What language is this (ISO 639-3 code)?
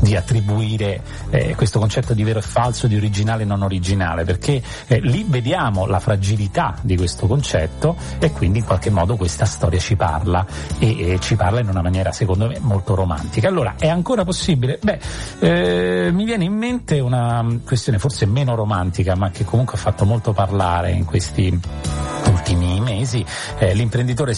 ita